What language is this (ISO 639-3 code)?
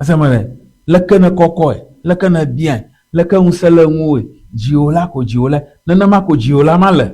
ewe